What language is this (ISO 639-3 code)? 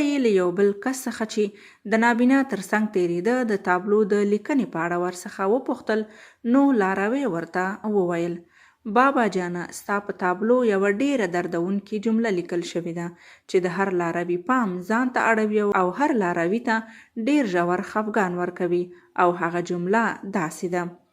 pus